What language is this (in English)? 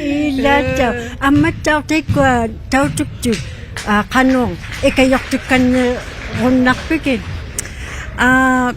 Inuktitut